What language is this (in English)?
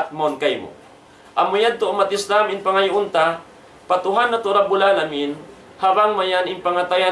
Tausug